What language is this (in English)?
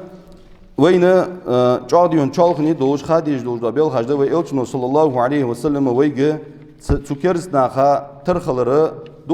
Ingush